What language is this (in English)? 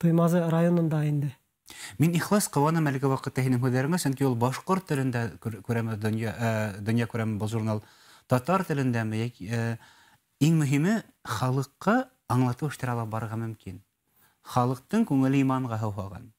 Bashkir